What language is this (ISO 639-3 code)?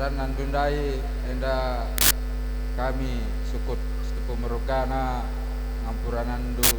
btx